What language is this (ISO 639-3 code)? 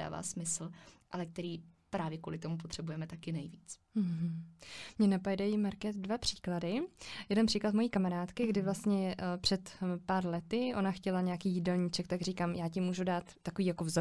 ces